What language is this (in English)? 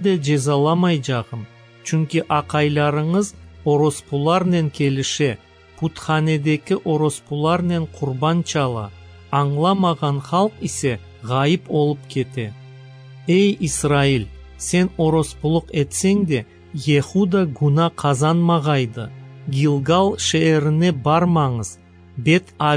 Crimean Tatar